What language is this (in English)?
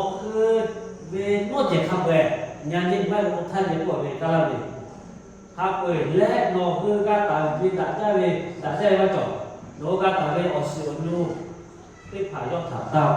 Lahu